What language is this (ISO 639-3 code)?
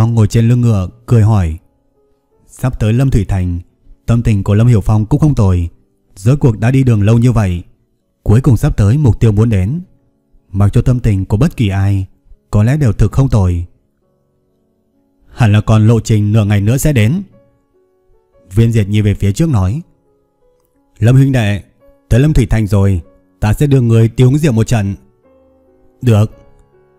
vie